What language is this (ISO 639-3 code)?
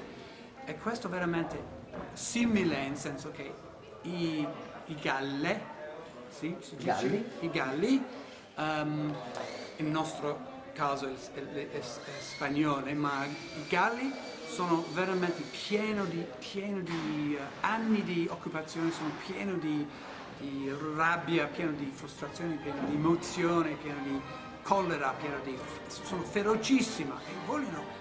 ita